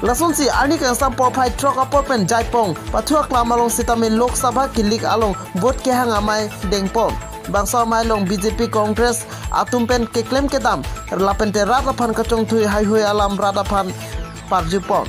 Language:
Karbi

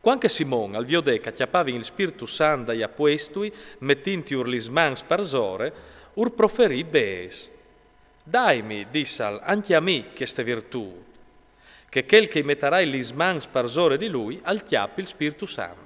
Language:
Friulian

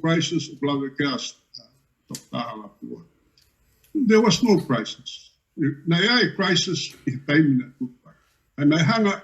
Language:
Tongan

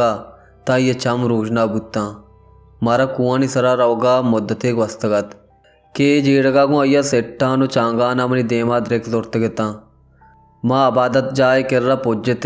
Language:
Baluchi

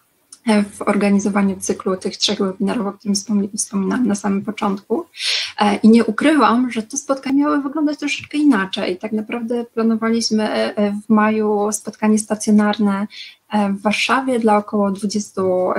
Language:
Polish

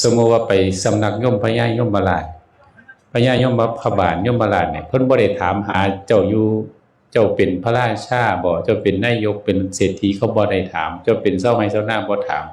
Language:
Northeastern Thai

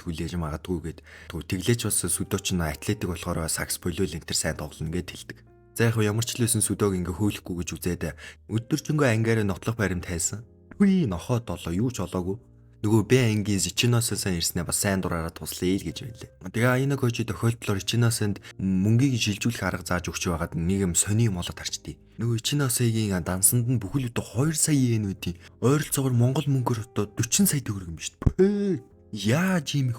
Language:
Mongolian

